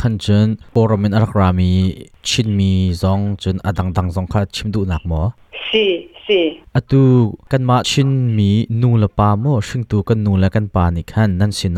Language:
Hakha Chin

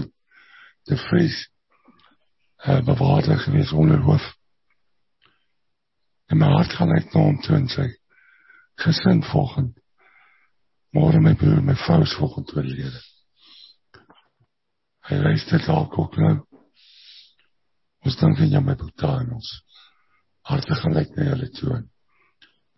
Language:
Afrikaans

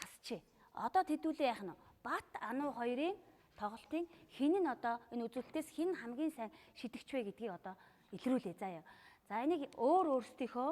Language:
Mongolian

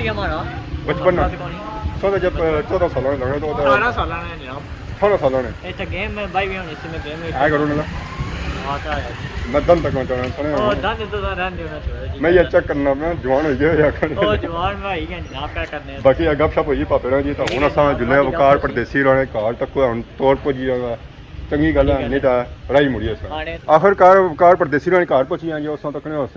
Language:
Pahari-Potwari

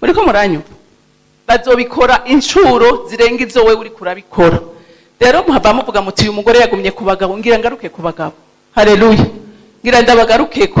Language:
Rundi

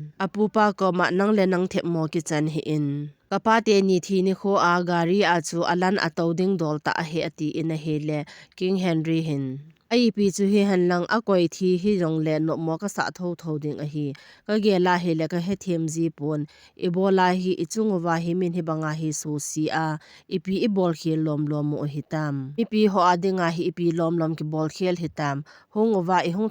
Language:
Thado Chin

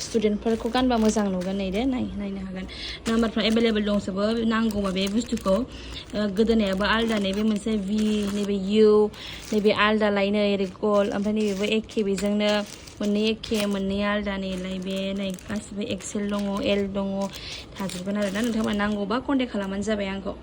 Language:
Bodo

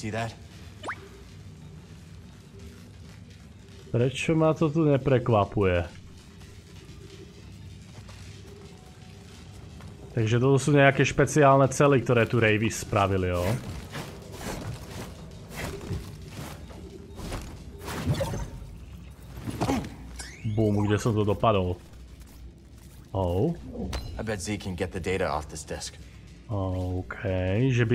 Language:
Slovak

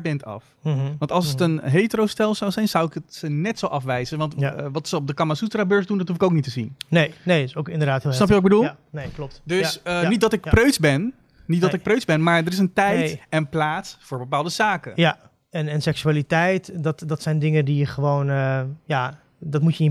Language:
Dutch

